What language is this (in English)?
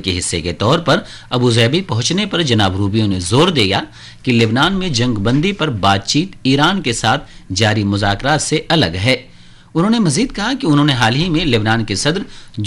Urdu